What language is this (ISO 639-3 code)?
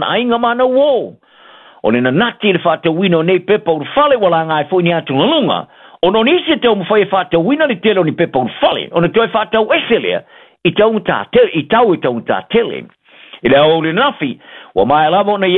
smo